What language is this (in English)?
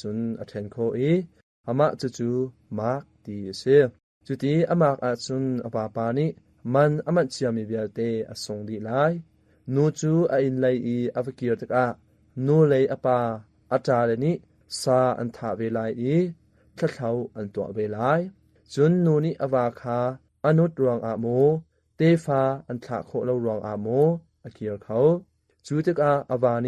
Hakha Chin